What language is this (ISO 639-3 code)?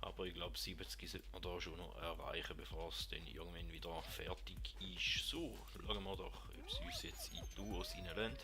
gsw